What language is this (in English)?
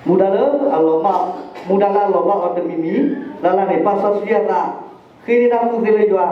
S'gaw Karen